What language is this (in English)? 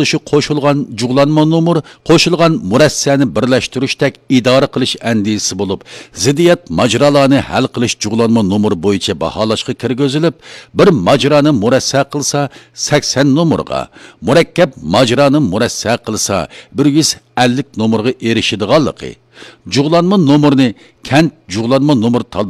Uyghur